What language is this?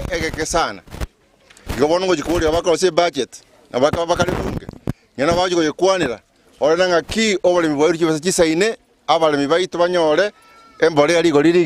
Gusii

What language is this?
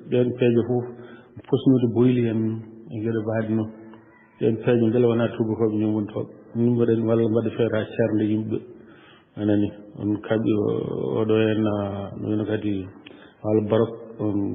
Fula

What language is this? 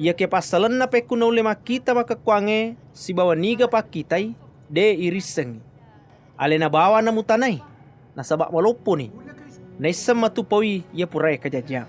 Buginese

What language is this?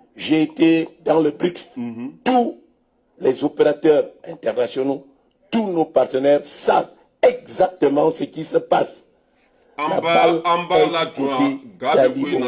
Bambara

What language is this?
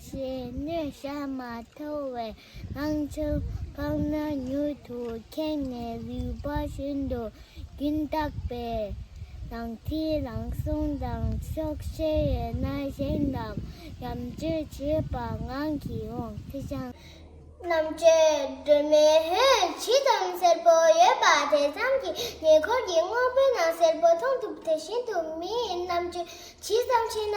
Tibetan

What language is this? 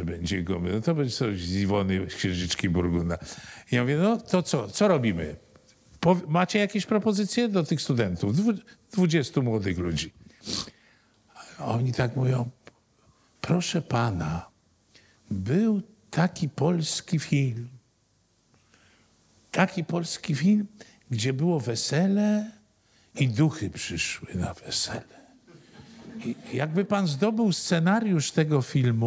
Polish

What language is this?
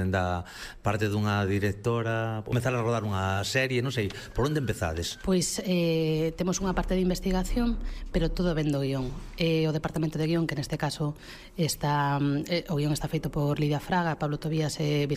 Galician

